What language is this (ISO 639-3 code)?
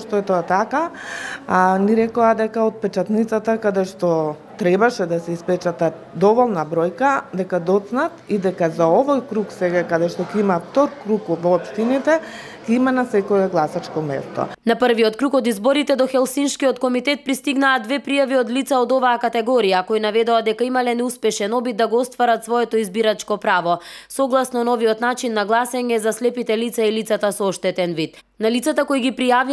mkd